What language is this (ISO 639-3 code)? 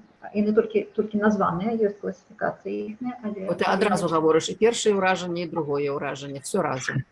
bel